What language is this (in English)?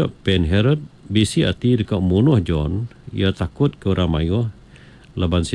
Iban